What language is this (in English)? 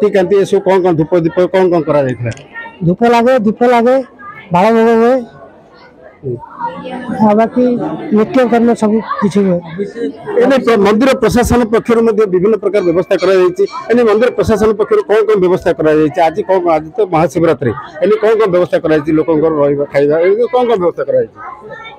Odia